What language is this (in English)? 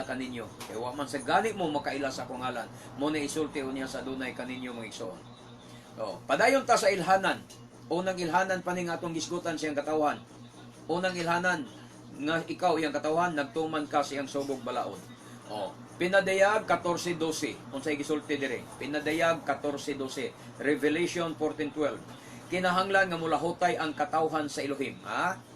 Cebuano